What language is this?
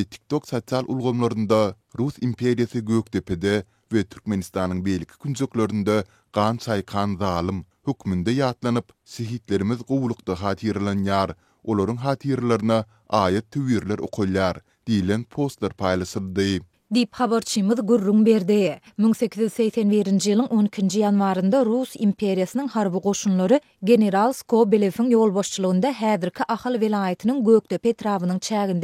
Turkmen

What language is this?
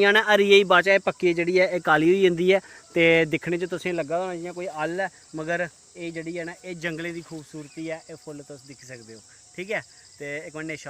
Dogri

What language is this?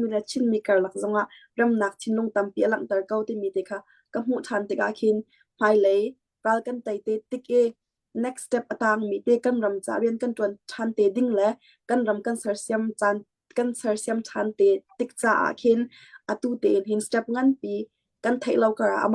Hakha Chin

